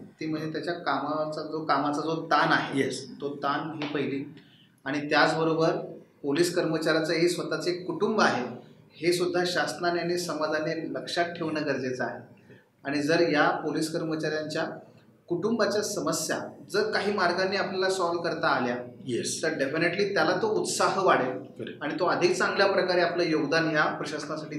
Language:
Marathi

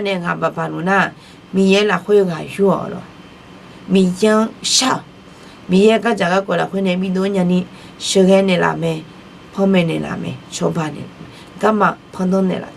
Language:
Akha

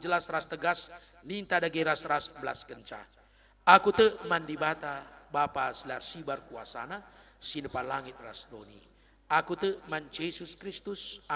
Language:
Batak Karo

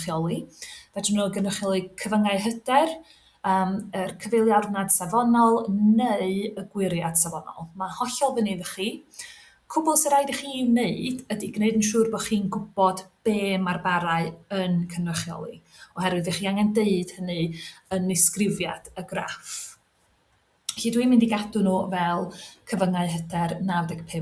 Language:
Welsh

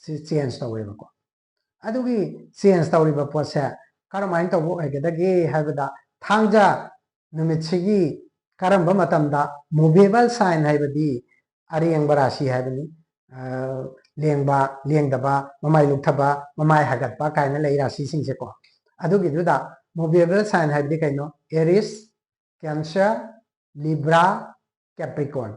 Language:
Manipuri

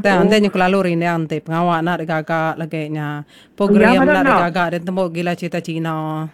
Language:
Iban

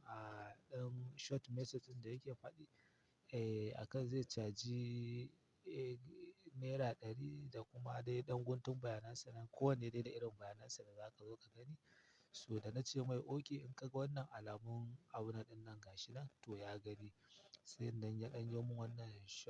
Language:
Hausa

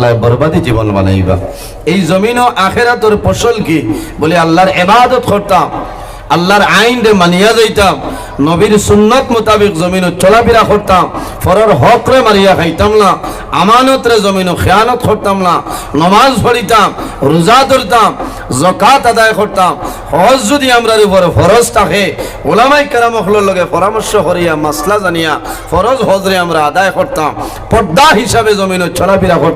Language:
Sylheti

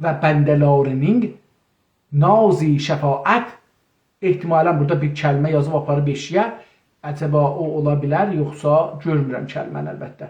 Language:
South Azerbaijani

